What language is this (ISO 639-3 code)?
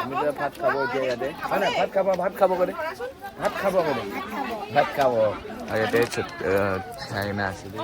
nag